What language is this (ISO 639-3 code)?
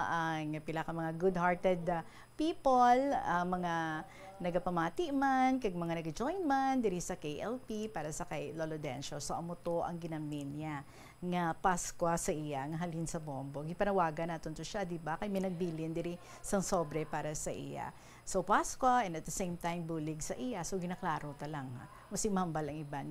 hil